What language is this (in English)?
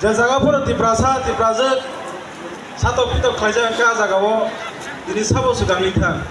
Kok Borok